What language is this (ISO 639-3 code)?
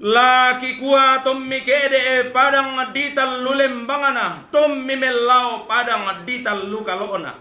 sda